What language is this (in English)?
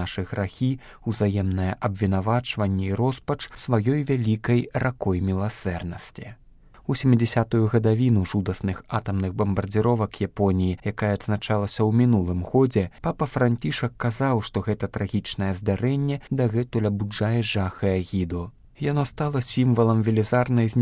Belarusian